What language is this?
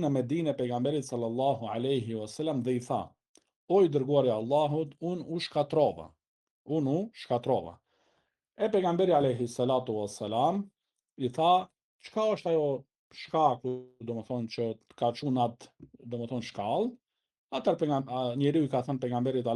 Albanian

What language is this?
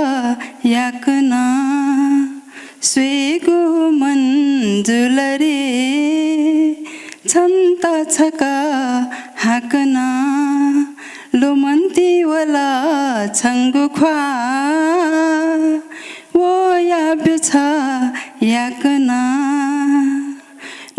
Newari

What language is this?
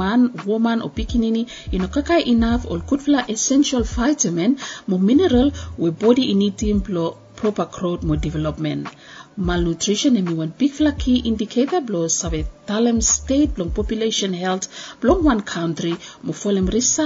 Bislama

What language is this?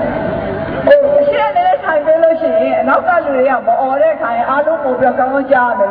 Burmese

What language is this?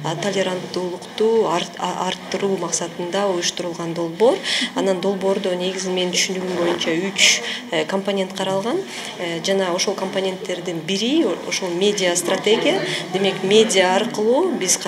Kyrgyz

